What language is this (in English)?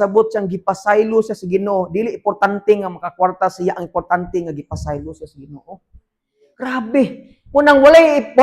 Cebuano